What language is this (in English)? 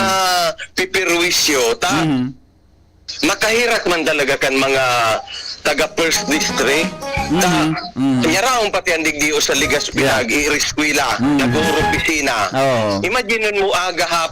Bikol